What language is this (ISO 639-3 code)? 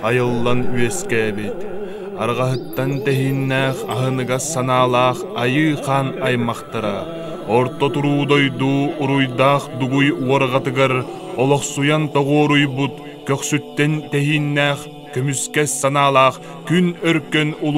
sah